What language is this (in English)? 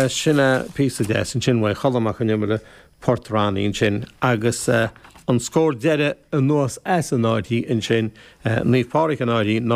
Irish